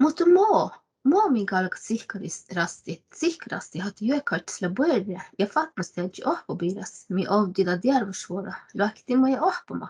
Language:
Northern Sami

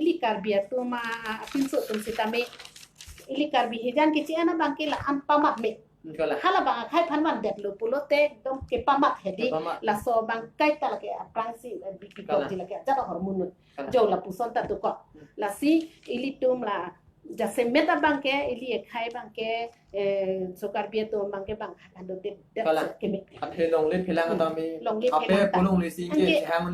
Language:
Karbi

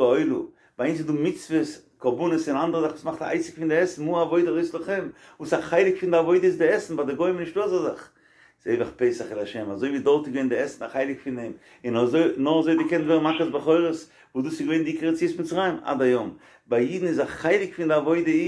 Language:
Yiddish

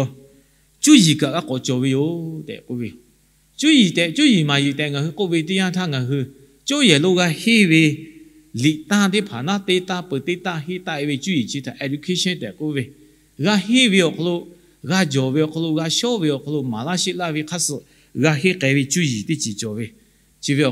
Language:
Lahu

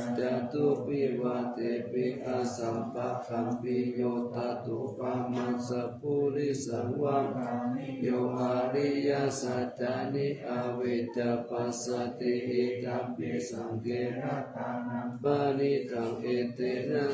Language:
Pali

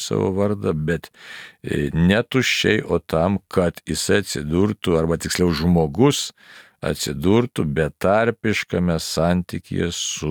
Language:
Lithuanian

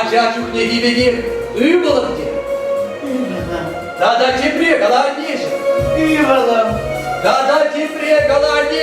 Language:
Chuvash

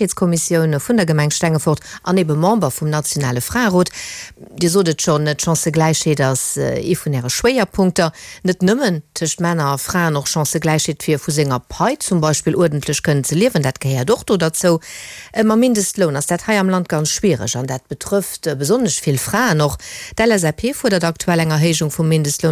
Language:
Luxembourgish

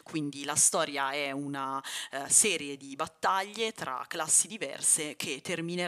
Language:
Italian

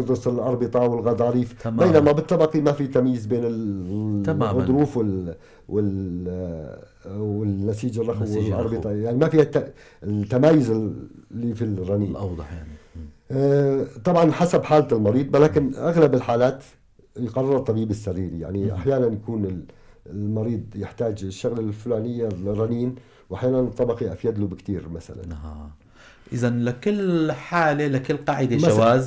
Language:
North Levantine Arabic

